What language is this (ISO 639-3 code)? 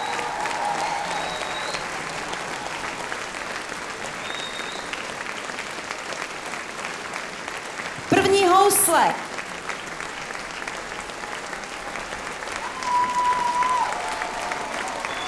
ces